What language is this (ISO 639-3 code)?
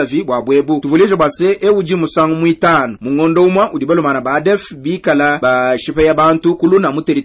lua